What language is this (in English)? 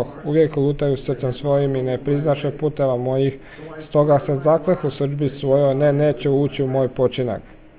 Croatian